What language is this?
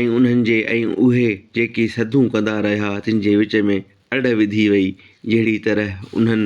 Sindhi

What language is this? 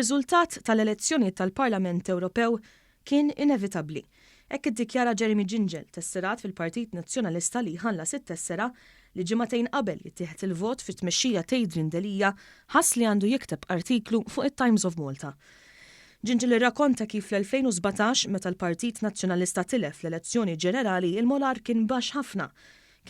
Maltese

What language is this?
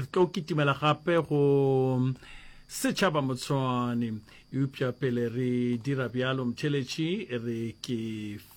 Northern Sotho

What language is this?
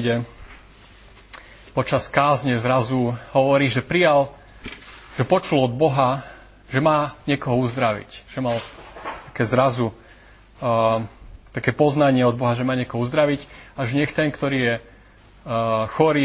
Slovak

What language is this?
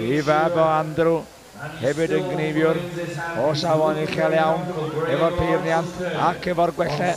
Welsh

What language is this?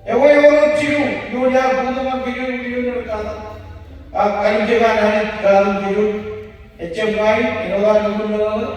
Marshallese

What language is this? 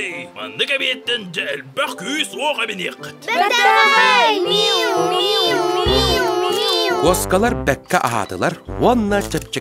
Yakut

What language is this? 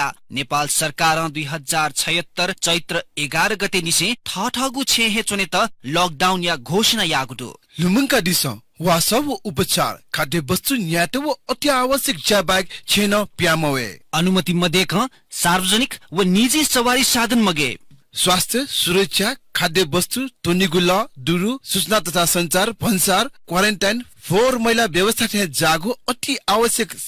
Newari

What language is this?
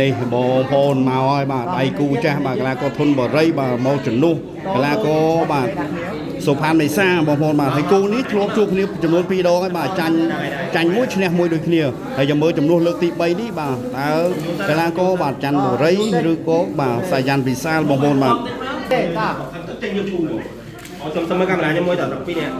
Khmer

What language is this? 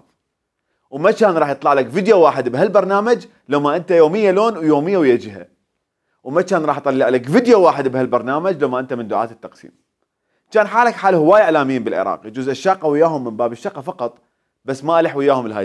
Mesopotamian Arabic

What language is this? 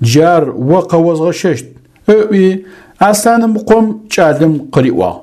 Adyghe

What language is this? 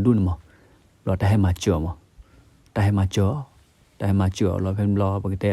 S'gaw Karen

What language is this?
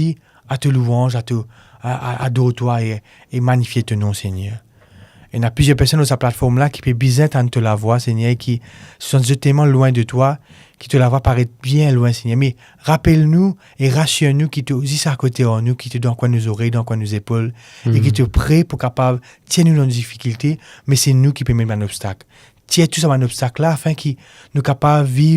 Morisyen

